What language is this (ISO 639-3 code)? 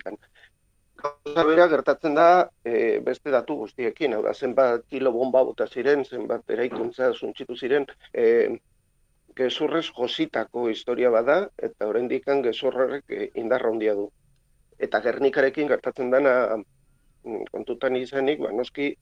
eus